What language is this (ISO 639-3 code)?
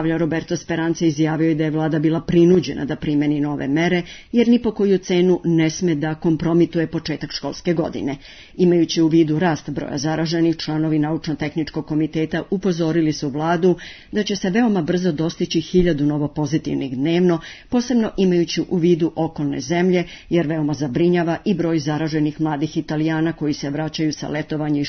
srp